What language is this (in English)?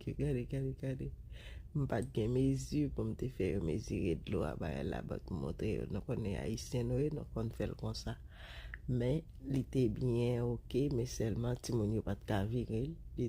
Haitian Creole